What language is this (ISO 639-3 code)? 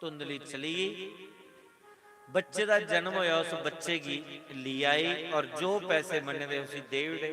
doi